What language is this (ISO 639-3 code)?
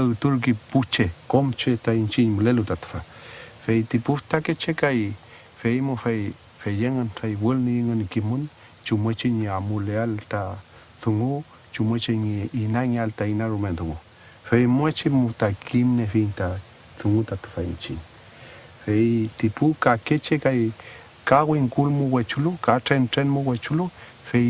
arn